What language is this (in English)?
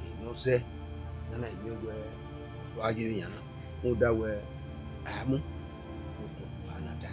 Bini